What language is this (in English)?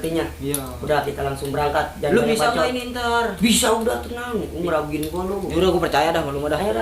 Betawi